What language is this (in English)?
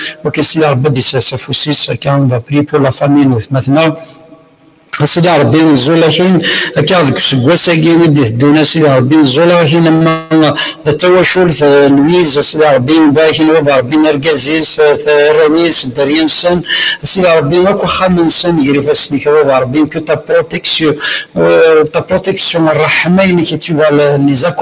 Kabyle